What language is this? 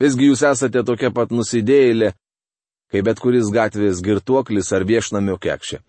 Lithuanian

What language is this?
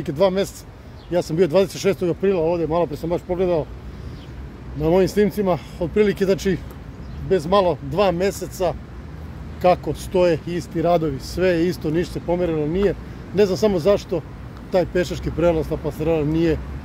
Serbian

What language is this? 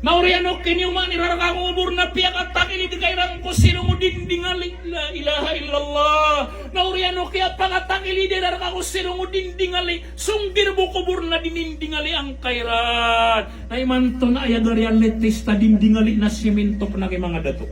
Maranao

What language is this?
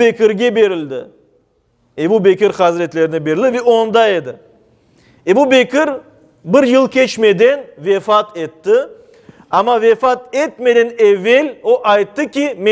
Crimean Tatar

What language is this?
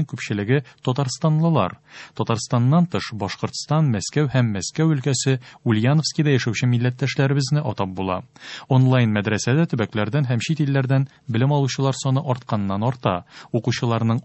Tatar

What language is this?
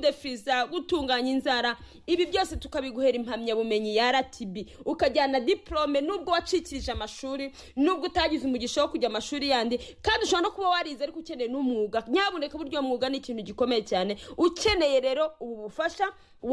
Kinyarwanda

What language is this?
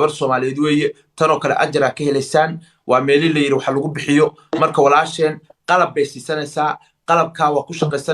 Somali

